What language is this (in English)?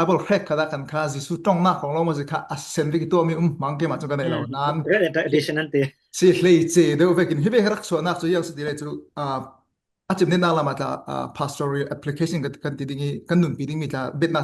Falam Chin